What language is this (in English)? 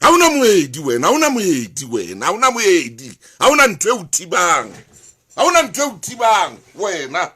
Southern Sotho